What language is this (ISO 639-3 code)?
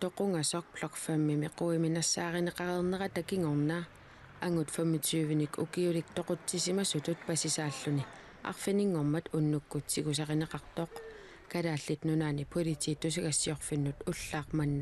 kal